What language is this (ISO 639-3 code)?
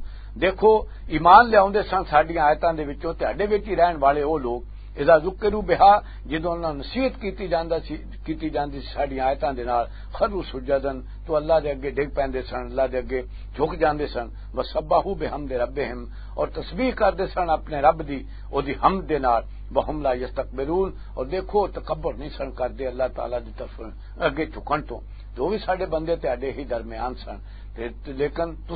lah